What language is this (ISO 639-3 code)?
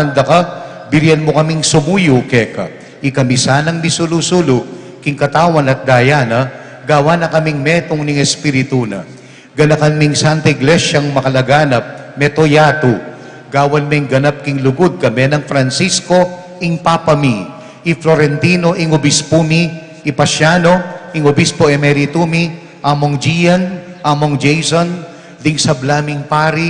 pam